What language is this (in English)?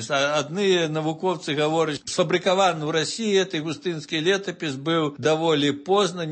Belarusian